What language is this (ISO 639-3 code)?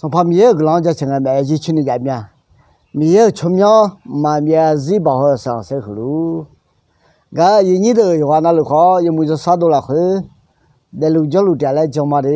ahk